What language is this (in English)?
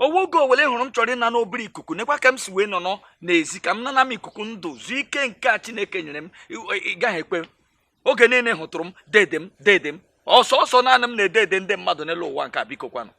Igbo